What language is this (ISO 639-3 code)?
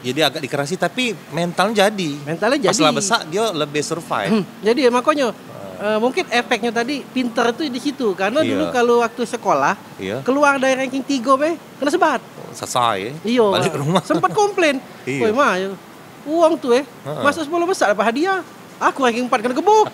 mui